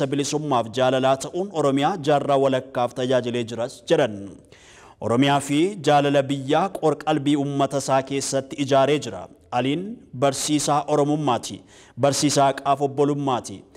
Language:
Oromo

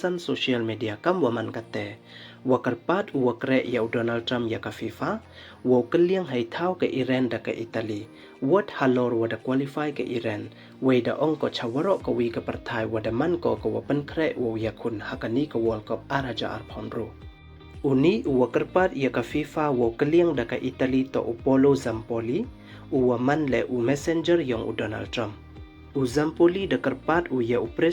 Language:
Pnar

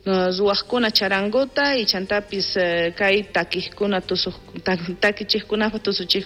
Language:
South Bolivian Quechua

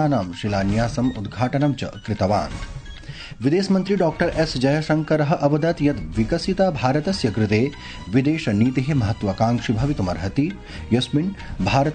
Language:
Sanskrit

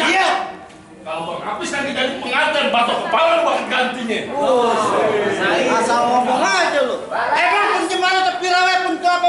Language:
Betawi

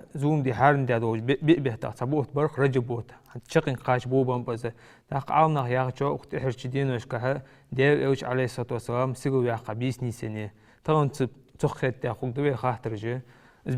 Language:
Ingush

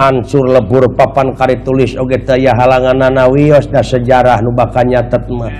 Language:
Sundanese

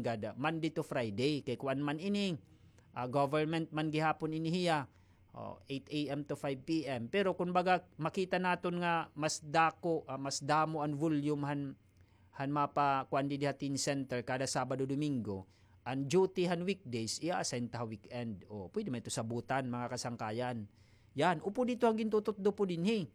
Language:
Waray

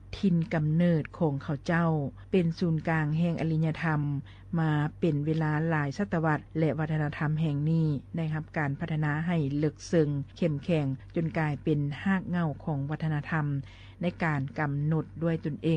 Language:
Lao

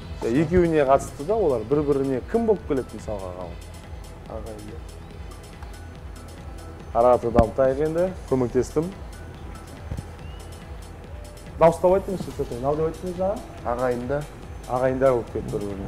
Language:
Kazakh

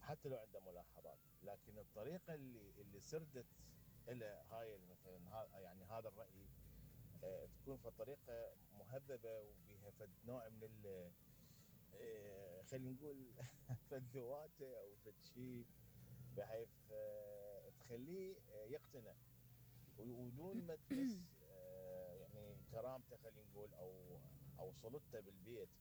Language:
Mesopotamian Arabic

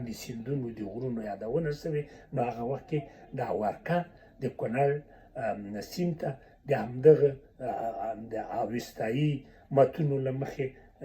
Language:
Pashto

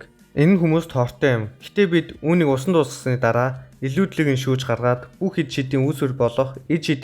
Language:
Mongolian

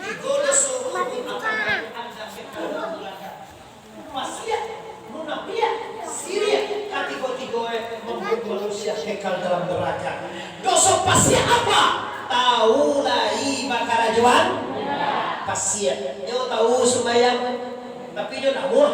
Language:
Minangkabau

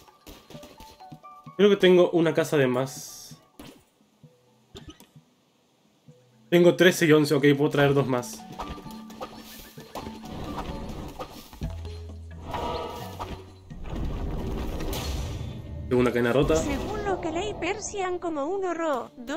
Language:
Spanish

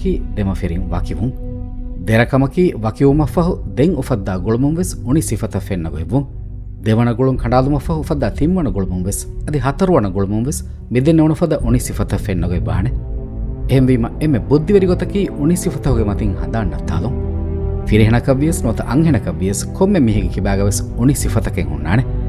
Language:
Divehi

